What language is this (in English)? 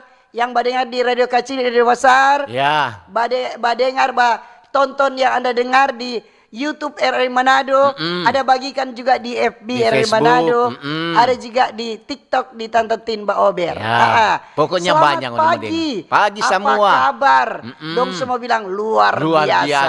Manado Malay